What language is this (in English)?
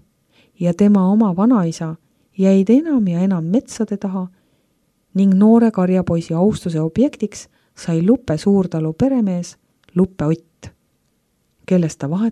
Estonian